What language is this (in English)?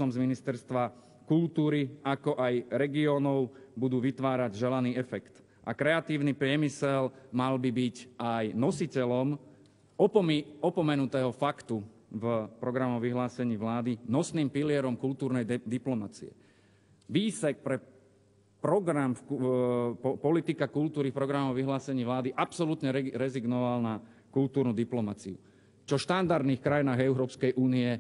Slovak